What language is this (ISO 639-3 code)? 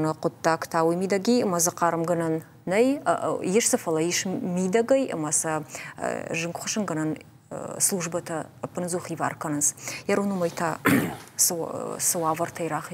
oss